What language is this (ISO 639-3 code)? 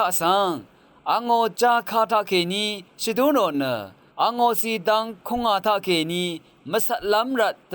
raw